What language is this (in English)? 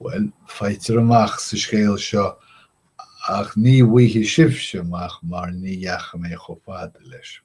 Irish